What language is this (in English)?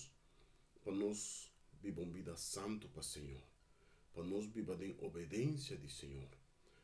Papiamento